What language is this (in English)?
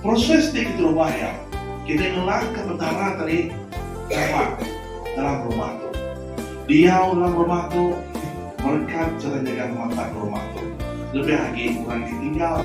Iban